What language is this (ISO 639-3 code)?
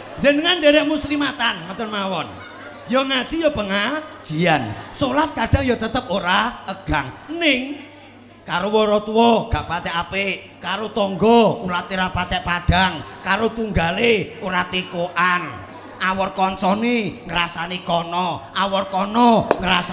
jav